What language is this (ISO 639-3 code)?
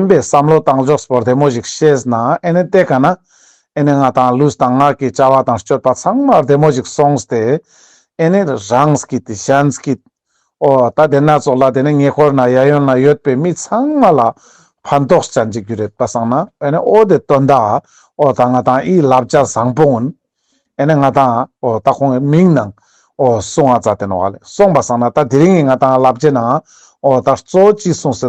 lbj